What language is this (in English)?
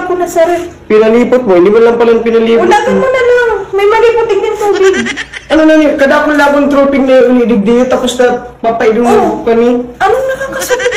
Bikol